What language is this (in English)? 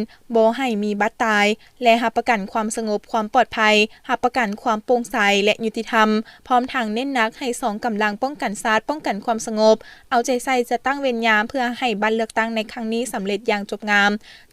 Lao